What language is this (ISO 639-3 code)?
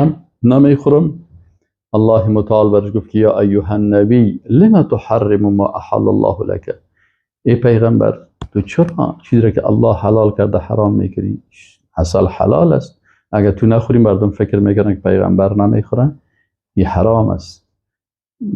fas